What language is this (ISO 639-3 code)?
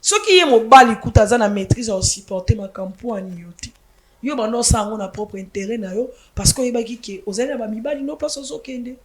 lin